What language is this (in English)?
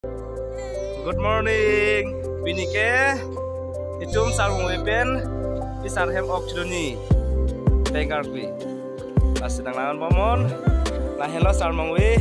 Karbi